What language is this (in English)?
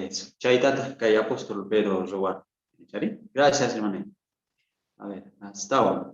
South Bolivian Quechua